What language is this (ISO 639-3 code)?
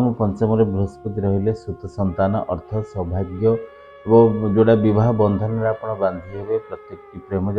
ori